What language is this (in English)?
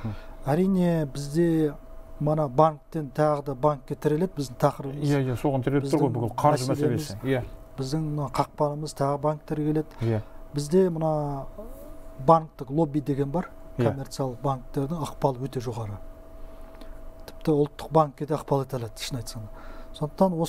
Kazakh